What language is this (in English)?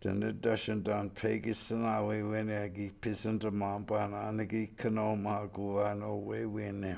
Chippewa